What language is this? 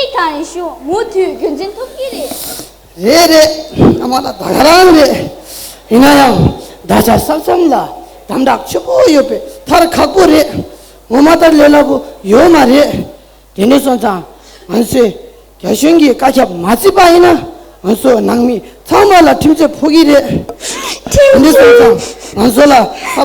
Tibetan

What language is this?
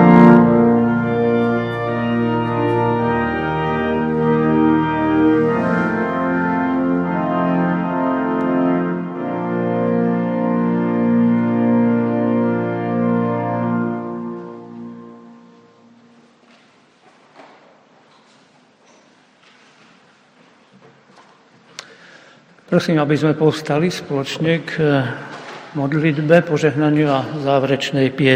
Slovak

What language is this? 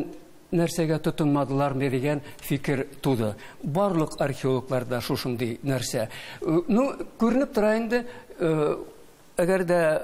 Tatar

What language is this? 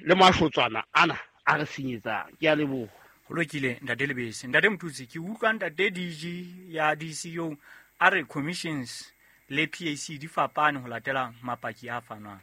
Southern Sotho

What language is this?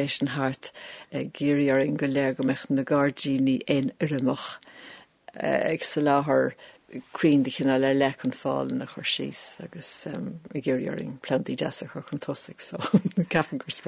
Irish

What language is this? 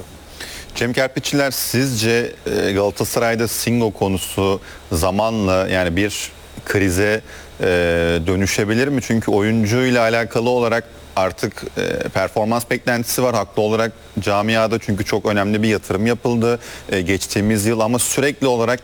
Turkish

